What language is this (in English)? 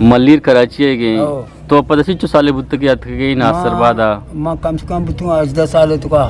Eastern Balochi